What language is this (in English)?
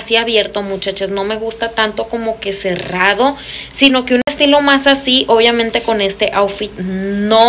Spanish